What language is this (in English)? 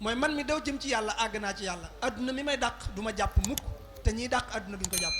Wolof